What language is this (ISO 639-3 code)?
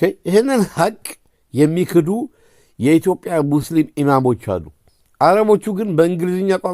amh